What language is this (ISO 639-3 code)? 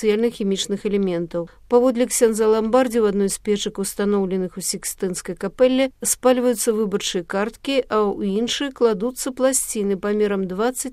bel